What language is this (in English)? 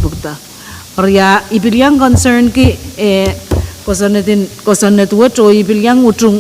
Pohnpeian